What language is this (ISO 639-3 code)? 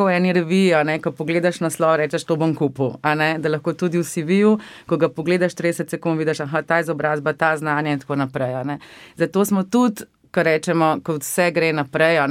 slv